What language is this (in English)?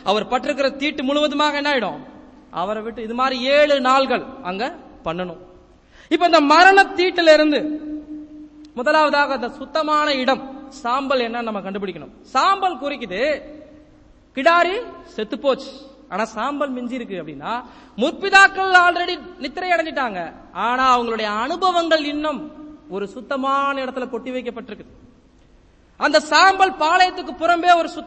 Tamil